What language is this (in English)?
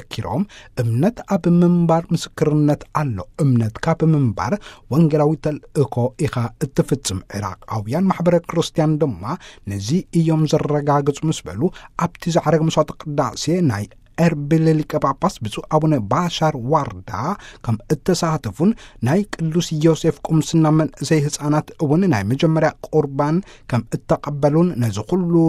Tigrinya